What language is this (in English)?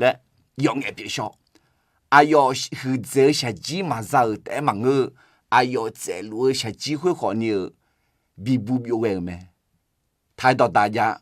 Akha